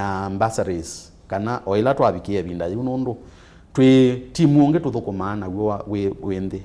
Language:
Kamba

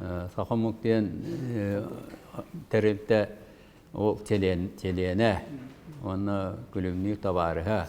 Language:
Yakut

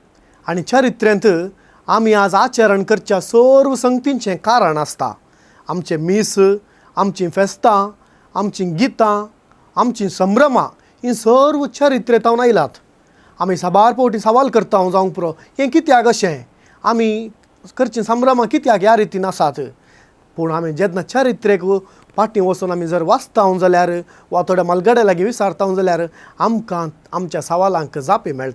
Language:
Konkani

